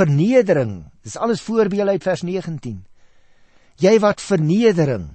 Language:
Afrikaans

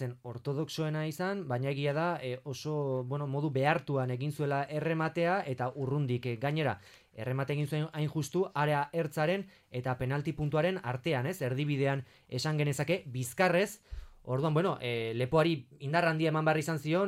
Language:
Basque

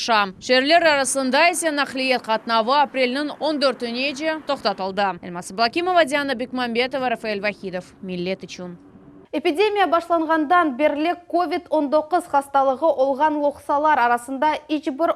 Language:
Crimean Tatar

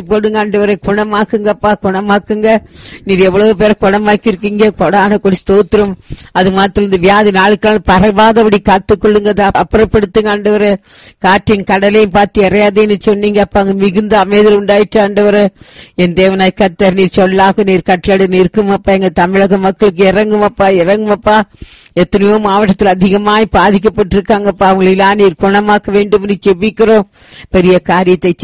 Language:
Tamil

